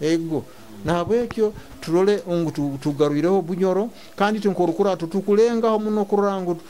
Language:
Nyoro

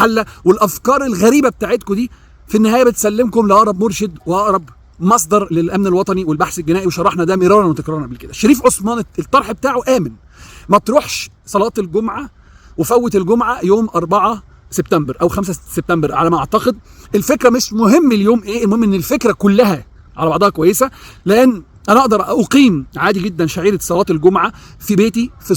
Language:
Egyptian Arabic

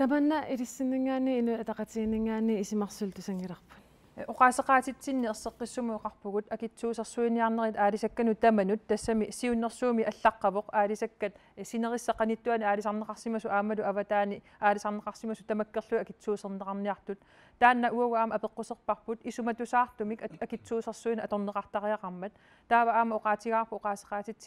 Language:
Kalaallisut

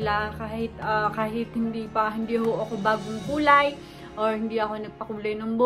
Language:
Filipino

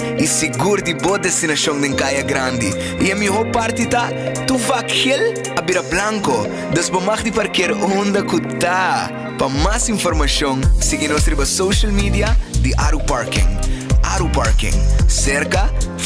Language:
Papiamento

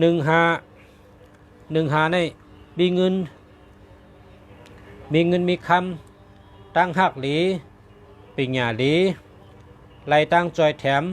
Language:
Shan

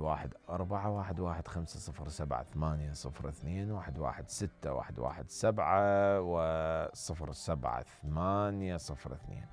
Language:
Mesopotamian Arabic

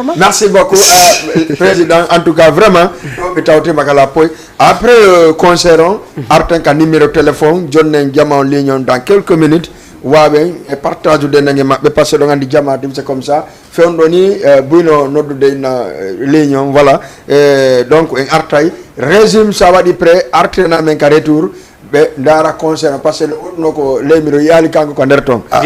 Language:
Fula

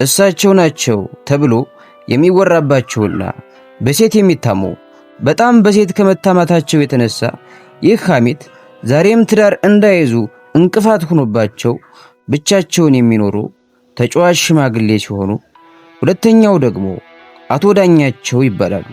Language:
Amharic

